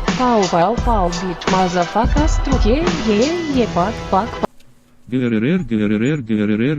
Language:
Rusyn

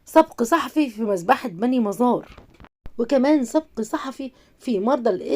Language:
Egyptian Arabic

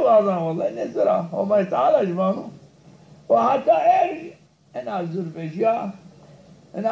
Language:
Zaza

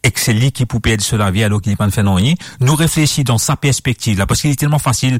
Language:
Morisyen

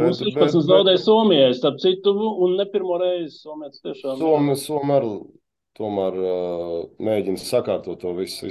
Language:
Latvian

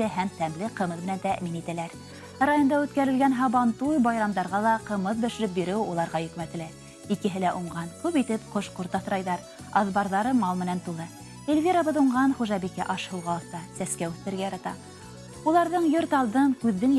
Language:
Bashkir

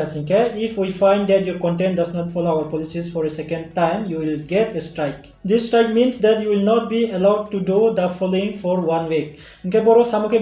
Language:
Riang (India)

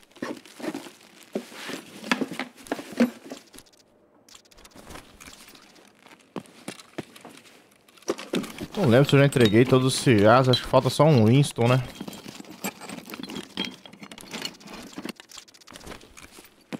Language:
Portuguese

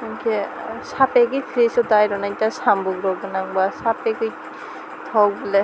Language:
Kok Borok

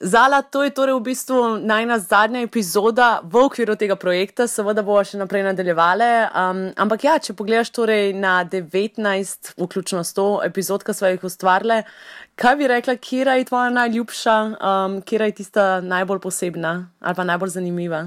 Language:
Slovenian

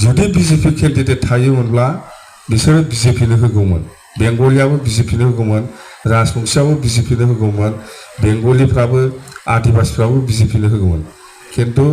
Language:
Bodo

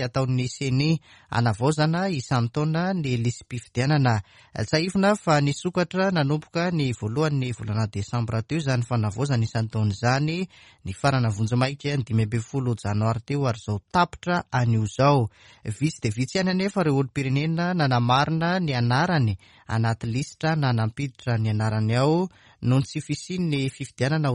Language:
Malagasy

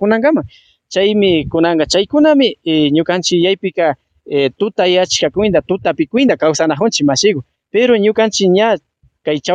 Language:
Imbabura Highland Quichua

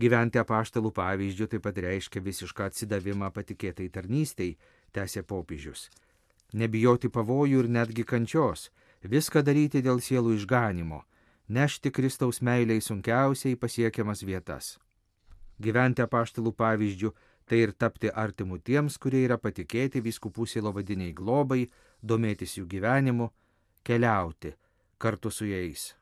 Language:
Lithuanian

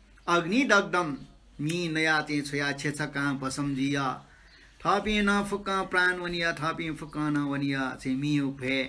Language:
Newari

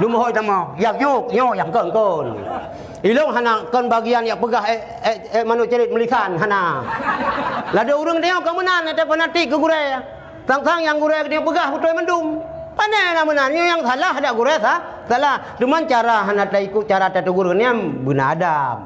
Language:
Achinese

